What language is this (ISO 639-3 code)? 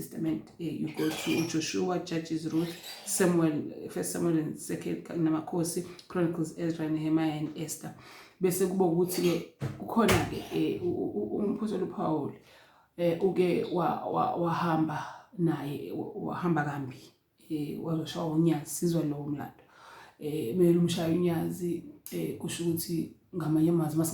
zul